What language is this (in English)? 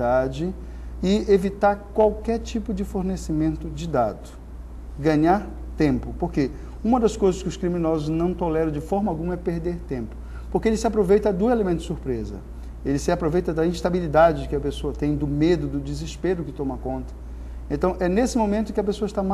Portuguese